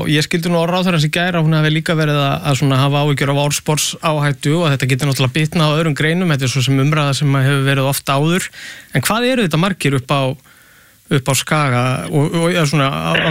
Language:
Icelandic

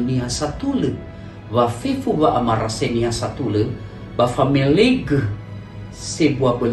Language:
Nias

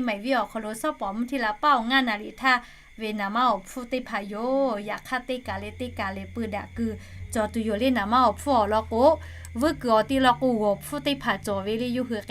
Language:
Lahu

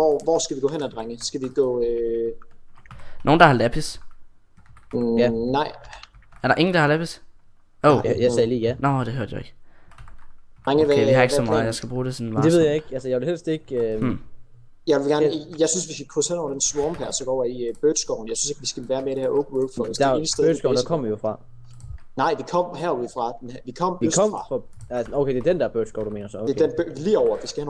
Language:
Danish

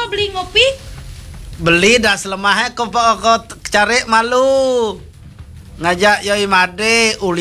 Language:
Balinese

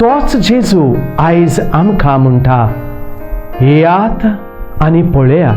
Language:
Konkani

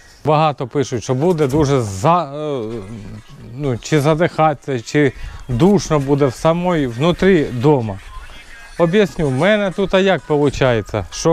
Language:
Ukrainian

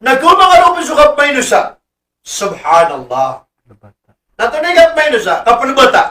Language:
Maranao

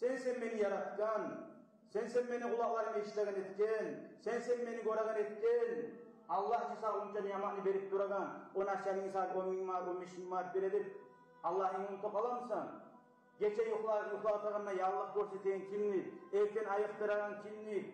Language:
Kumyk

